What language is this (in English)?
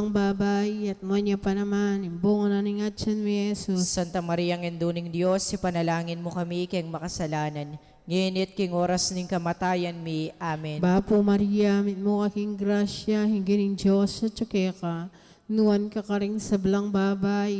Pampanga